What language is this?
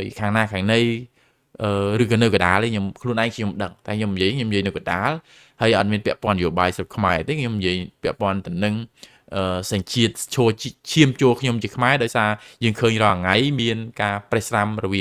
Khmer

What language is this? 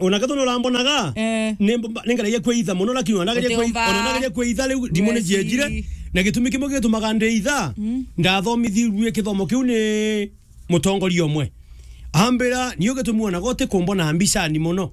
Meru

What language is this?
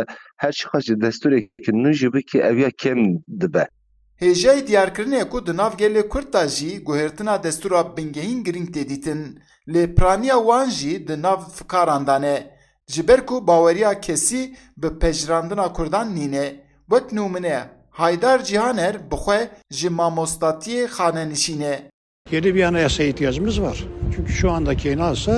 Kurdish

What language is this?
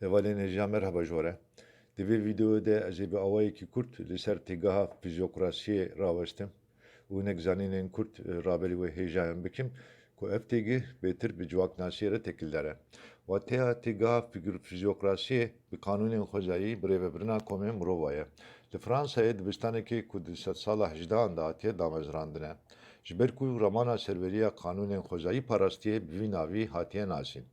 Kurdish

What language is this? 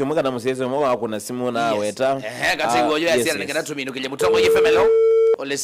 Kamba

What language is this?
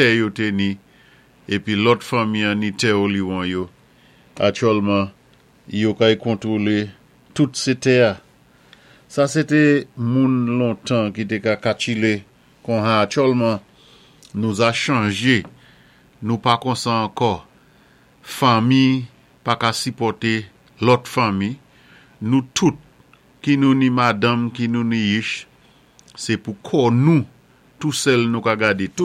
Saint Lucian Creole French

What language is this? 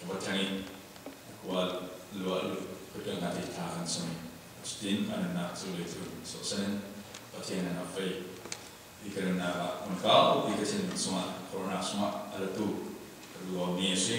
Falam Chin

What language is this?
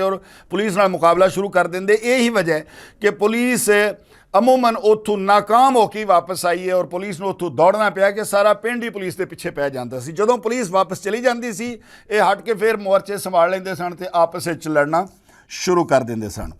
Western Panjabi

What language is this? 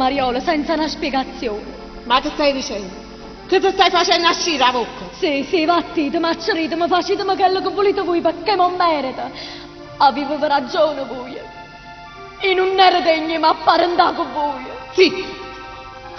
Neapolitan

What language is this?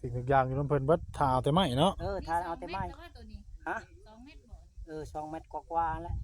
Northeastern Thai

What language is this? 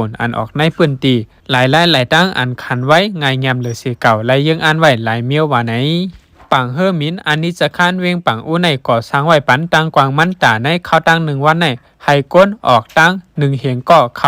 Shan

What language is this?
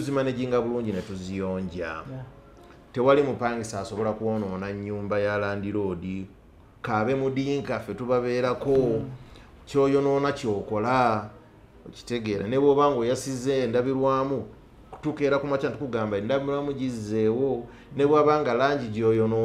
Ganda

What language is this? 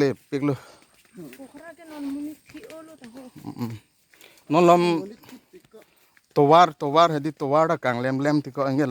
Karbi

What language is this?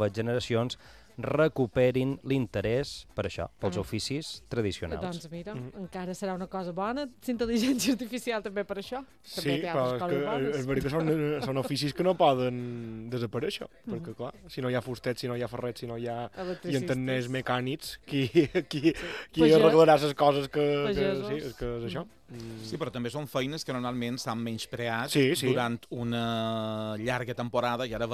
Catalan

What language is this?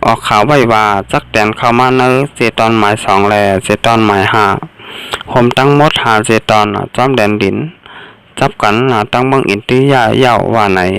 Shan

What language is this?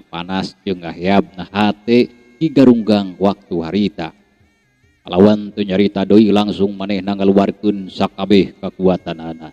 Sundanese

